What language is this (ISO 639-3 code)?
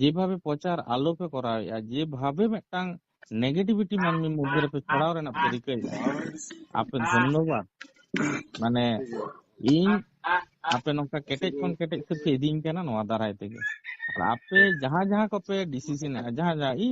sat